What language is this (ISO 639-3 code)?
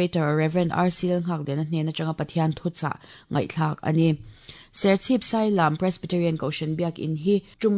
lus